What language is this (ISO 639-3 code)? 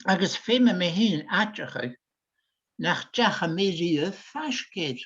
gla